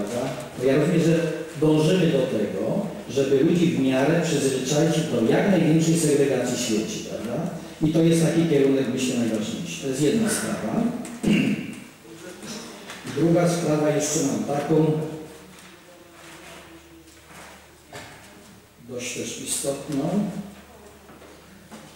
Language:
Polish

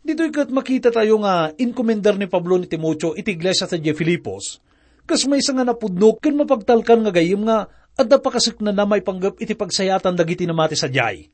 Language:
Iloko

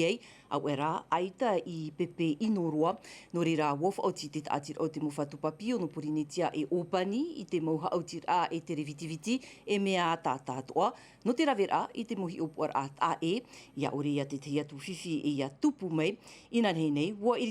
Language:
Tahitian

